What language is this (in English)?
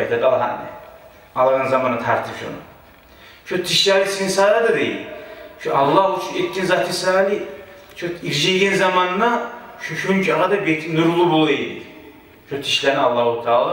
Kumyk